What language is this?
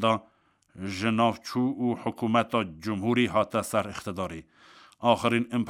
Kurdish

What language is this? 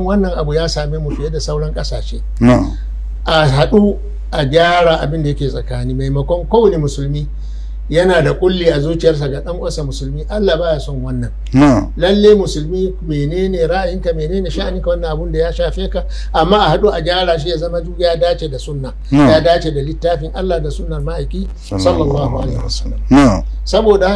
Hausa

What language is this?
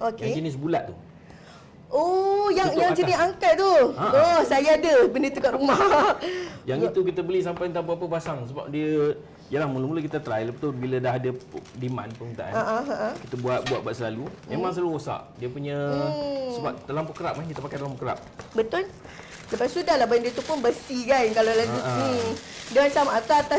Malay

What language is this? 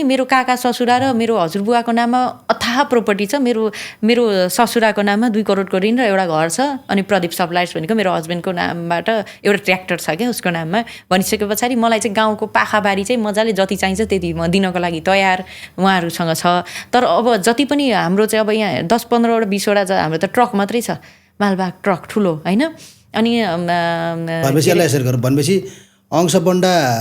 Nepali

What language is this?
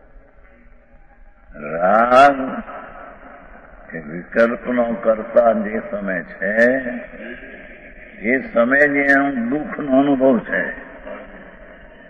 Gujarati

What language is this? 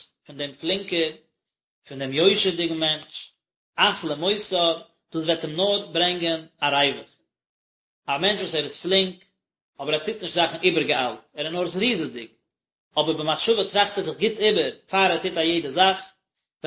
Yiddish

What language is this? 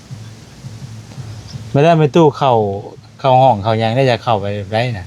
Lao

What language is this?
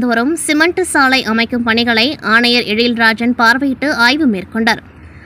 Tamil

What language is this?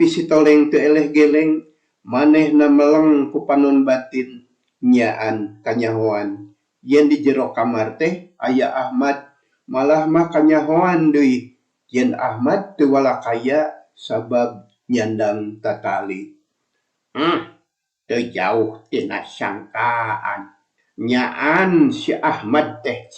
Sundanese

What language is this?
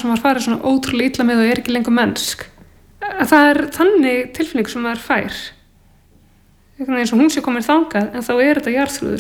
Icelandic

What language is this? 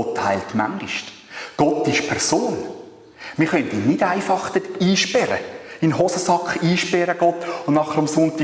Swiss German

